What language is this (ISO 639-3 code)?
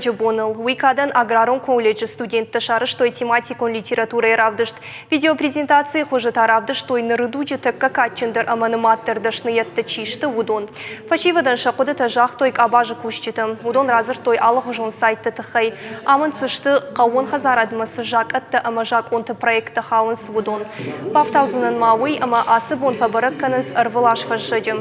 oss